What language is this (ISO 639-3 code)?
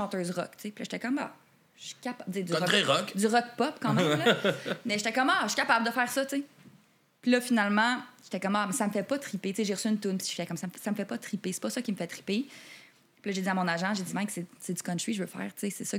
fra